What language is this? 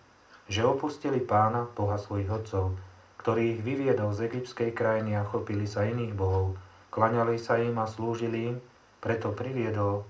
Slovak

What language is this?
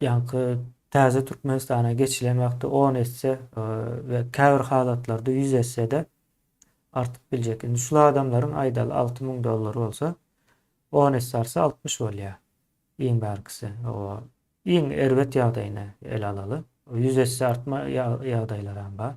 Turkmen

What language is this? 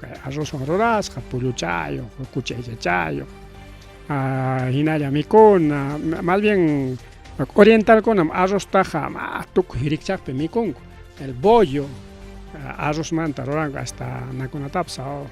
Ayacucho Quechua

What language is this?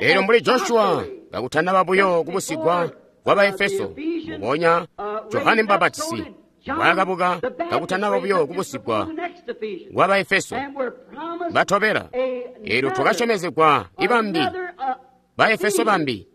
Tonga (Zambia)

